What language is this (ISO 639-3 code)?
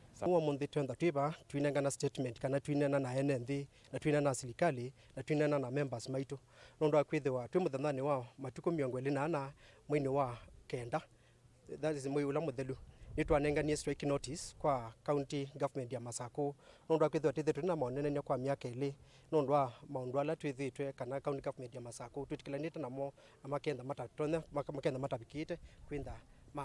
kam